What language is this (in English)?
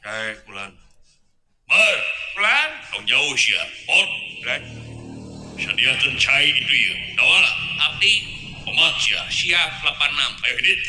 Sundanese